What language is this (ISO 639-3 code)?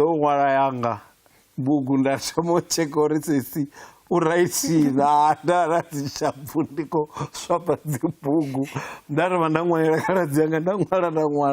ven